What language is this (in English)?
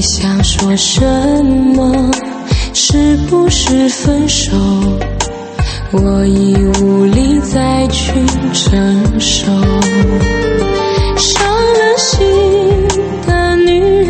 Chinese